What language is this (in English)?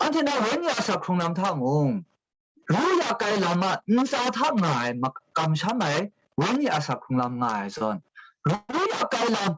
Kachin